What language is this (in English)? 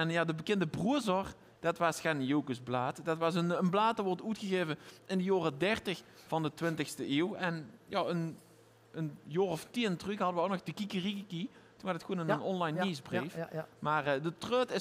Limburgish